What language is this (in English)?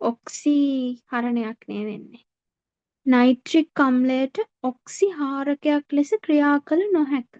Sinhala